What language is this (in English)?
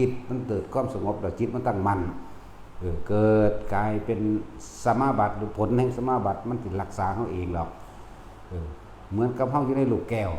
Lao